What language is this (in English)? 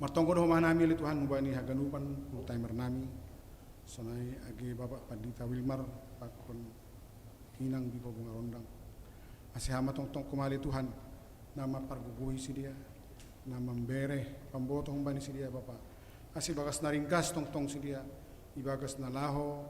Batak Simalungun